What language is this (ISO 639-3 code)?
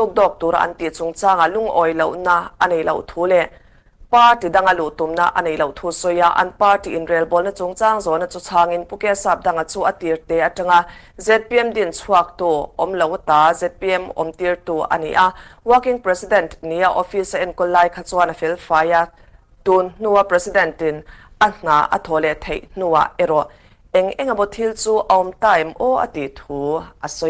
lus